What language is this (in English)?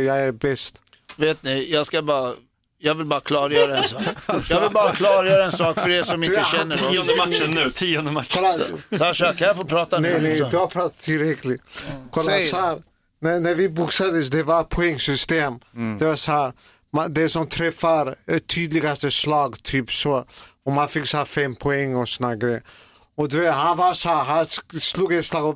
Swedish